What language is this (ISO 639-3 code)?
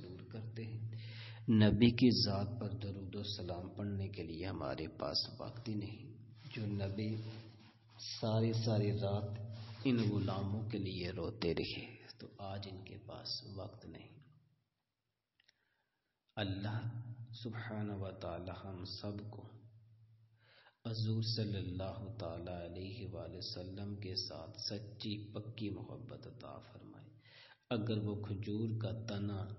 urd